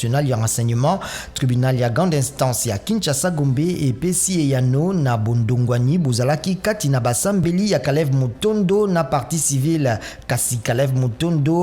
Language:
Lingala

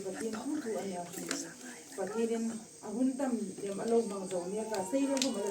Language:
Hmar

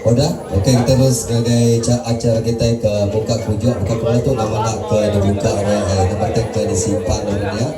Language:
Iban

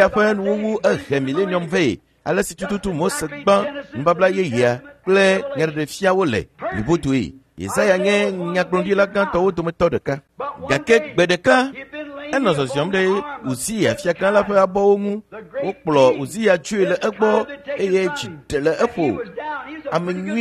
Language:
Ewe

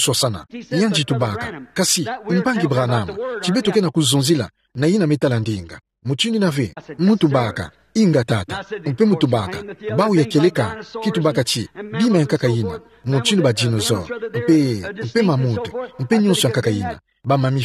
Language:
Kituba (Democratic Republic of Congo)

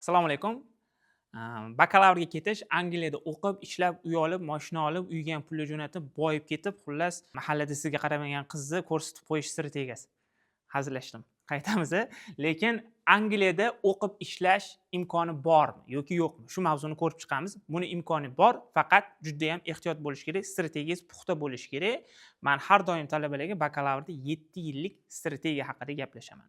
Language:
Uzbek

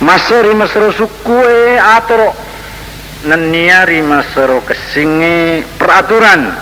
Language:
Buginese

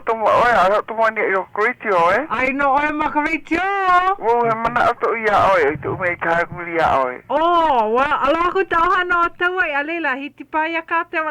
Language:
Hawaiian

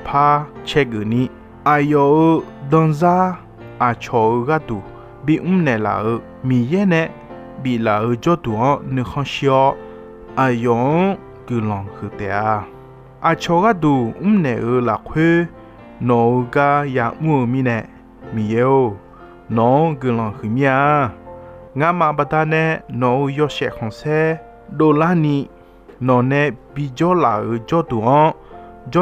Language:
Akha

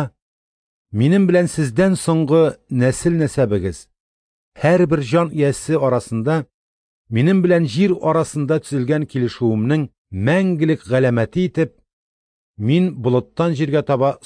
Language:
Tatar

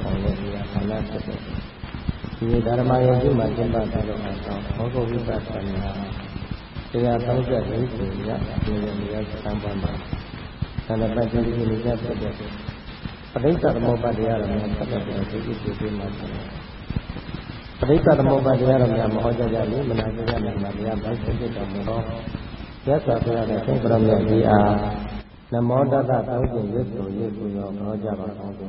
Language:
Burmese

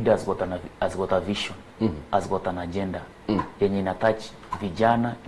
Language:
Gusii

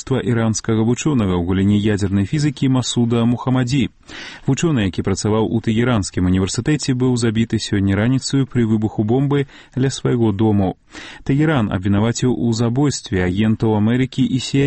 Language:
Belarusian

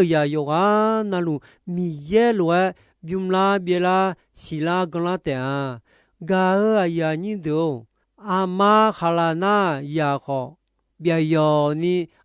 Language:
Akha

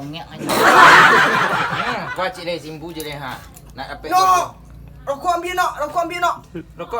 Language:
Minangkabau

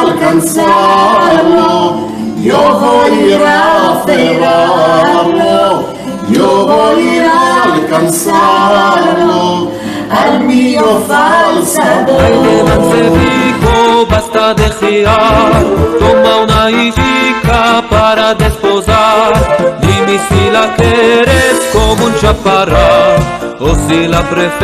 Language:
Ladino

